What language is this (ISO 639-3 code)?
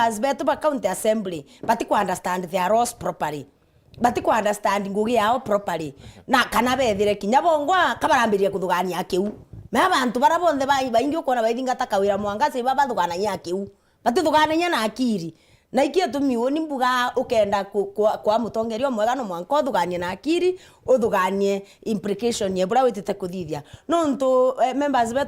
mer